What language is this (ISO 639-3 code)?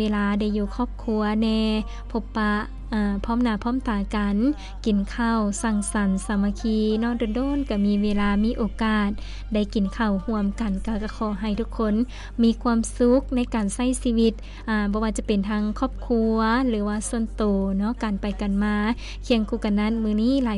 lao